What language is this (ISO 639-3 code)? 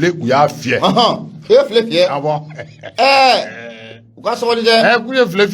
bam